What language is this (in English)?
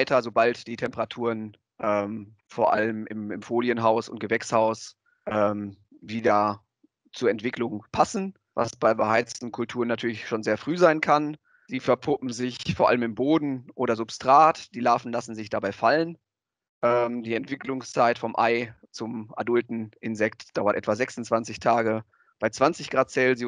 German